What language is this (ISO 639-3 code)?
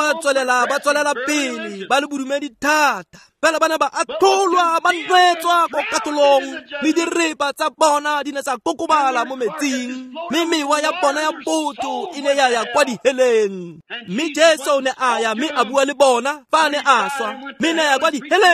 tsn